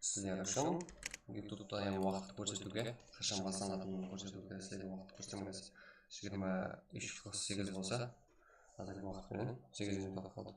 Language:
Kara-Kalpak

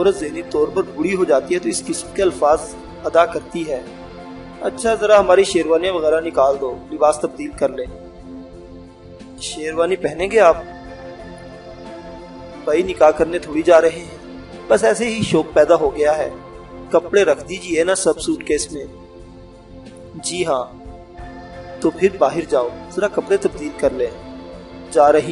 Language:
Urdu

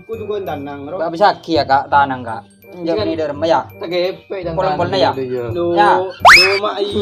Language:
Madurese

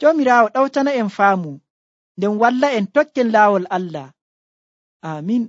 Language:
Nigerian Fulfulde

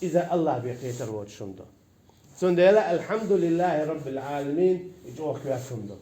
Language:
Chechen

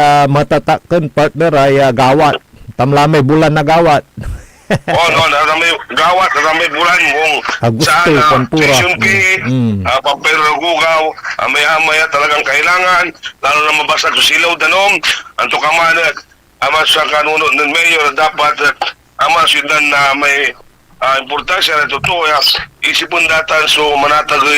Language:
Pangasinan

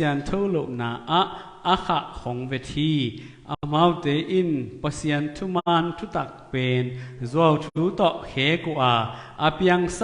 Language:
Tedim Chin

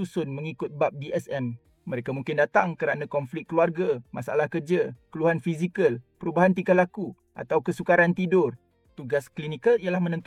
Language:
Malay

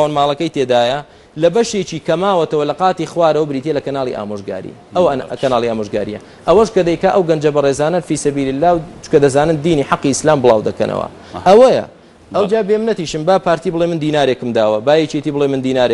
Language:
Central Kurdish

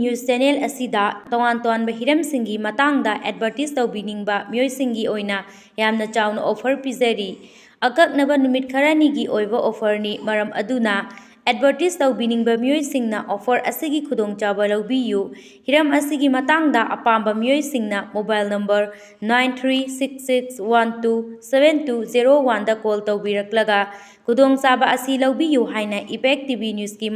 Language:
Manipuri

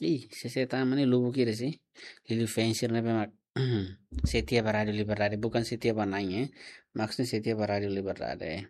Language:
Tetum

